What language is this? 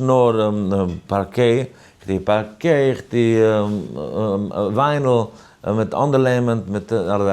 Yiddish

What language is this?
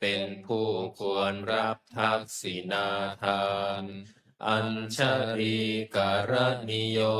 Pali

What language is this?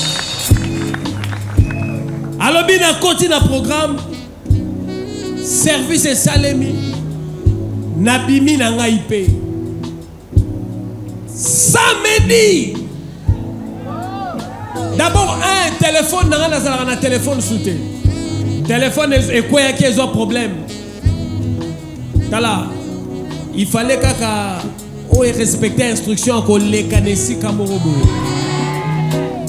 French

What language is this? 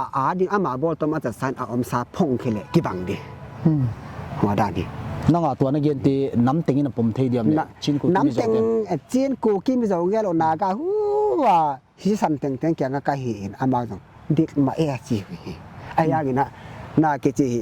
Paite Chin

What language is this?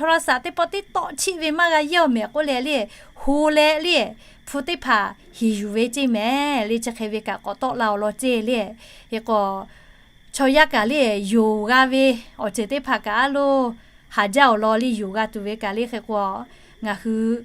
Lahu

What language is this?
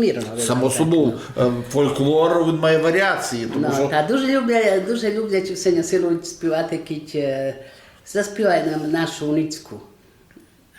Rusyn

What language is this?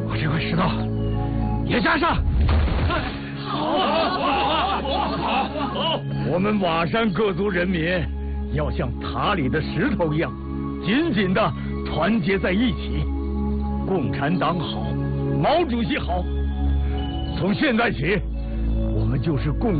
Chinese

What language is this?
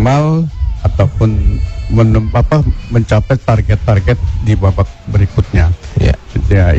Indonesian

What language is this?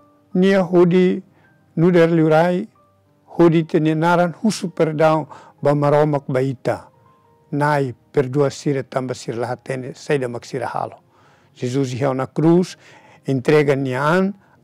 Tetum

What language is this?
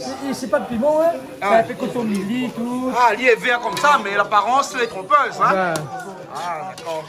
Réunion Creole French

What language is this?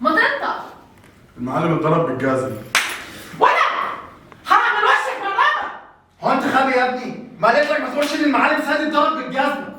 Egyptian Arabic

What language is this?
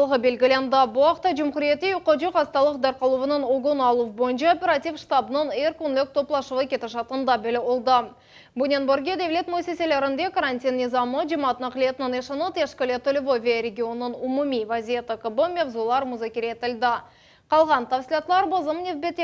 Crimean Tatar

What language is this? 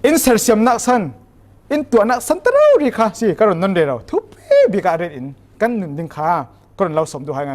Falam Chin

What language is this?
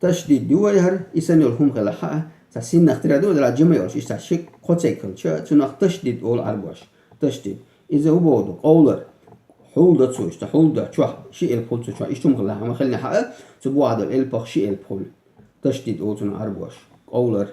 Chechen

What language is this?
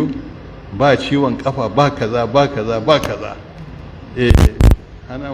Hausa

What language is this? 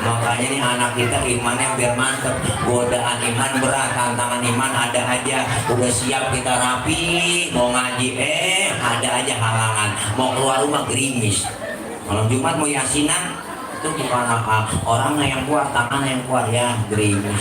Betawi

